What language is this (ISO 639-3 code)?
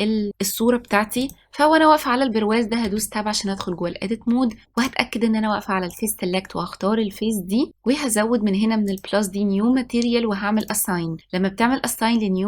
arz